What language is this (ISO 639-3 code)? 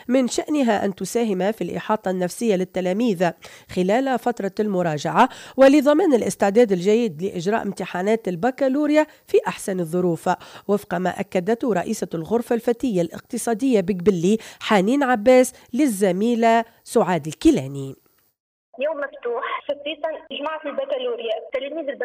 aeb